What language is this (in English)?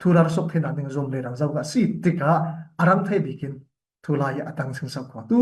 Falam Chin